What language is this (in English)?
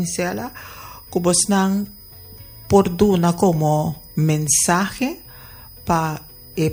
Papiamento